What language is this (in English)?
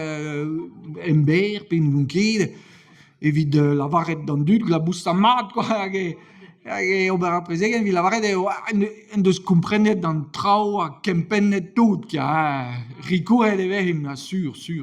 Breton